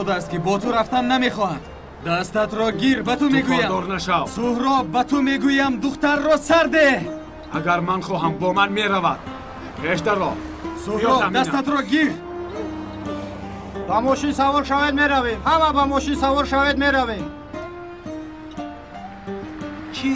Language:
Tajik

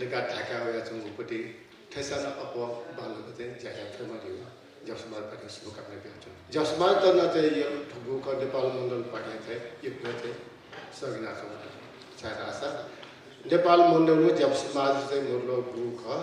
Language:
Newari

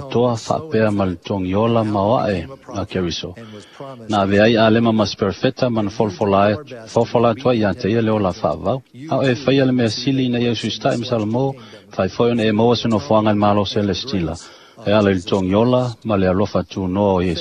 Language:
Samoan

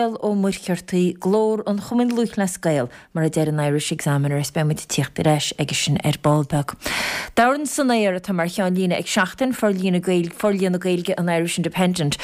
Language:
Irish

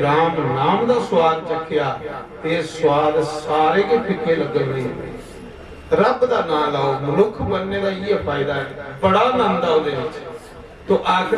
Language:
Dogri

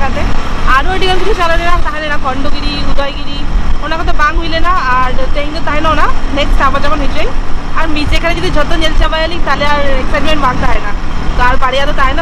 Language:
Santali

